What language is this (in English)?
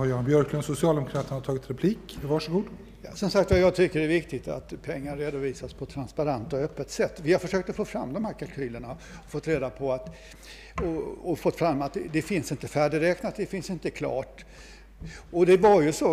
Swedish